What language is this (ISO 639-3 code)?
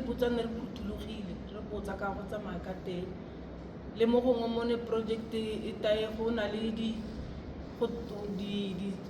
tsn